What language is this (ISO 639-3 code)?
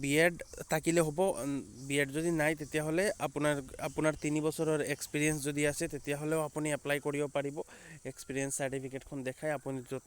asm